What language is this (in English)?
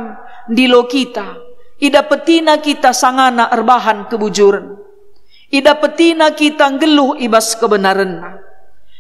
Batak Karo